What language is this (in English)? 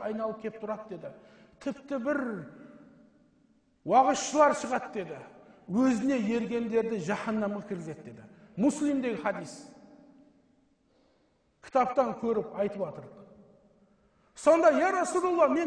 Kazakh